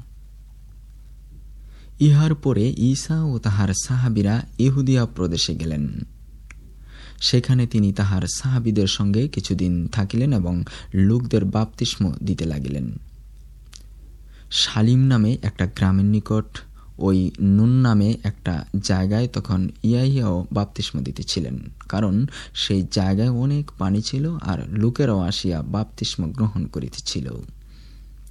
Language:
Bangla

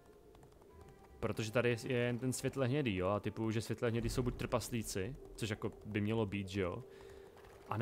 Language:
Czech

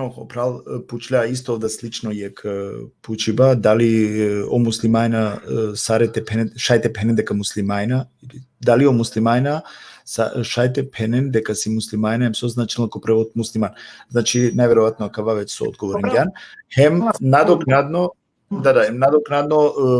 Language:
Balkan Romani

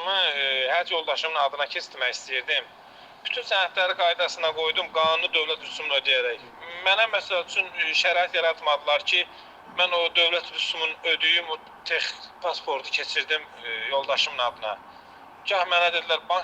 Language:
Azerbaijani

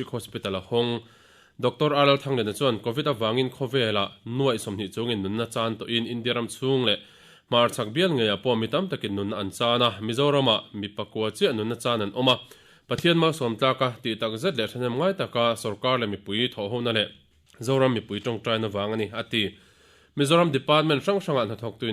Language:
Mizo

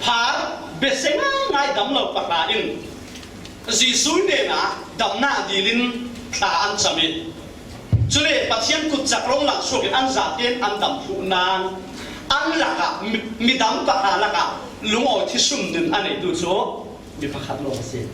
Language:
Falam Chin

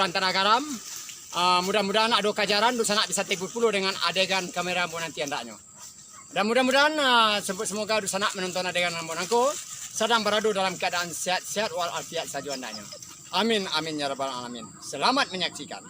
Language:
Minangkabau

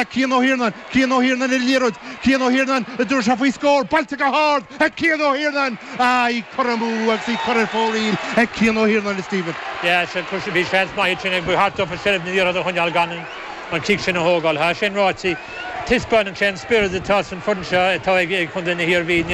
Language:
Irish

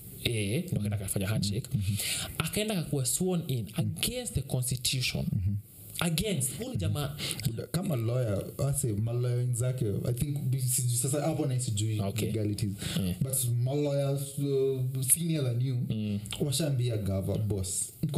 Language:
Swahili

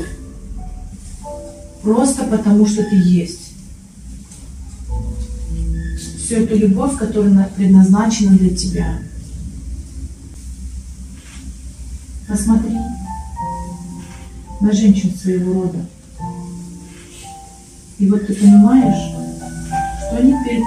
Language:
Russian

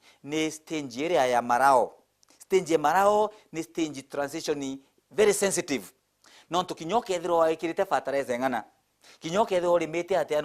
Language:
Meru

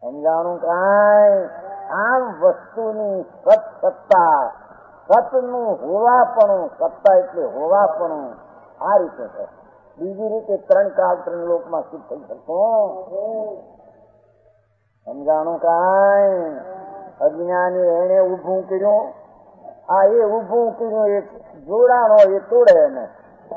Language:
Gujarati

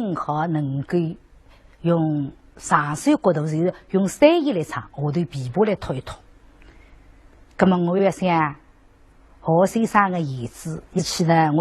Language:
Wu Chinese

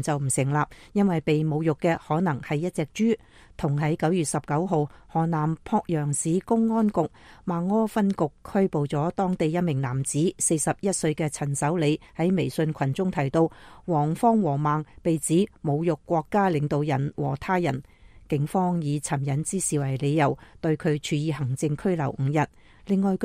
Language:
Cantonese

